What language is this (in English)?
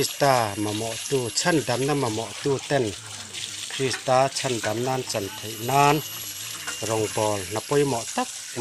Mizo